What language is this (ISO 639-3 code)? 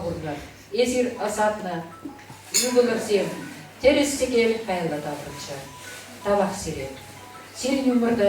chv